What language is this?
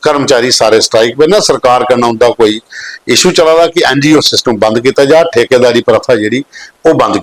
Dogri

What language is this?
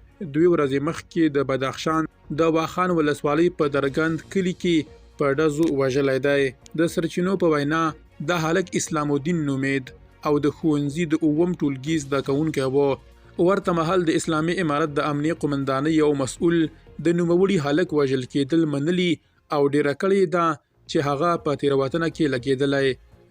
Pashto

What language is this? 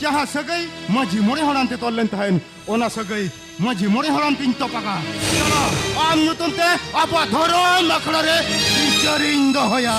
Santali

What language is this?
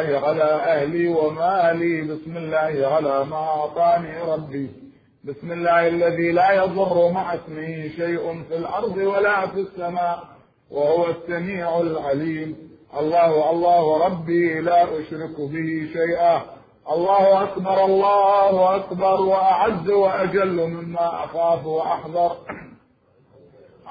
Arabic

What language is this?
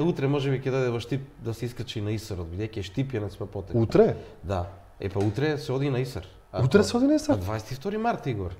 Macedonian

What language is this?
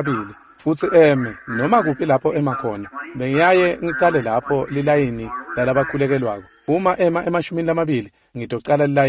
Swati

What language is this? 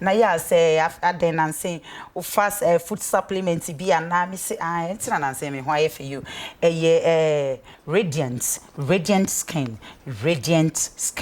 Akan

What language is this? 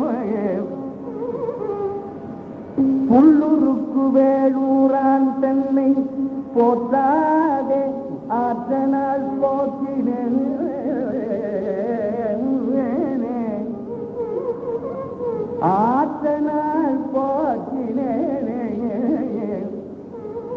Tamil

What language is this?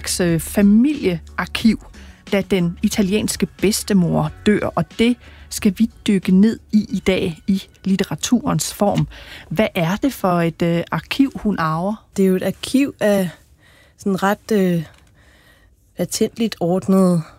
Danish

